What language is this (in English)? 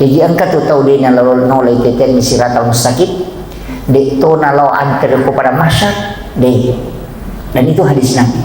Buginese